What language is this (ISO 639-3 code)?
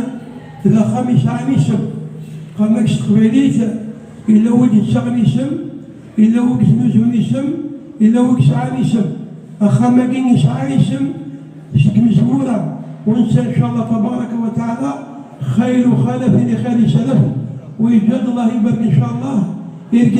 kab